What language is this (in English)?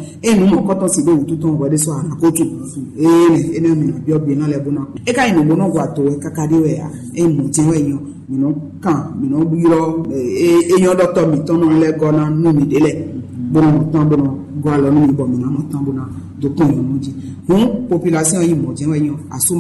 Fon